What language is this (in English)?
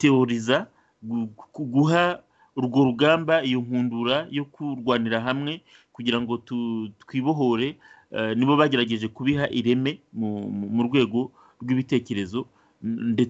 Kinyarwanda